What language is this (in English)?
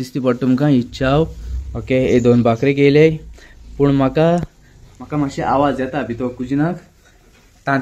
Konkani